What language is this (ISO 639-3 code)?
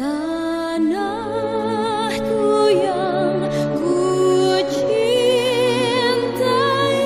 bew